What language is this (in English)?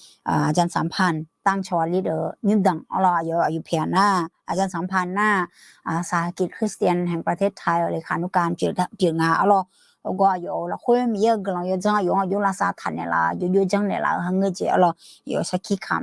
Akha